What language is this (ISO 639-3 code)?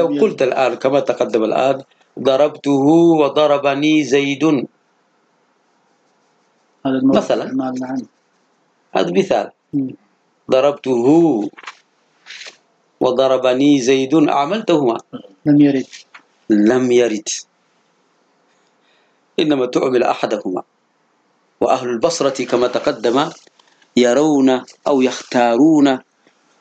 ara